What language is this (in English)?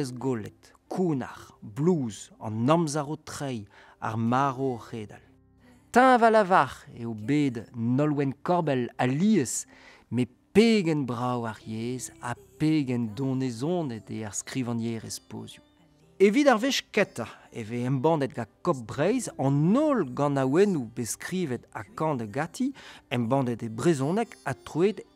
Breton